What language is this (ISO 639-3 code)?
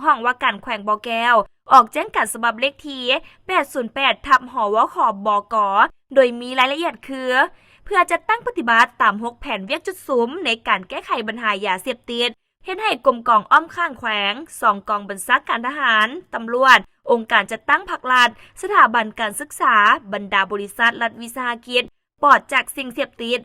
lao